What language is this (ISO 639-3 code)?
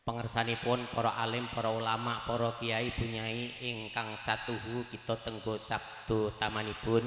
jav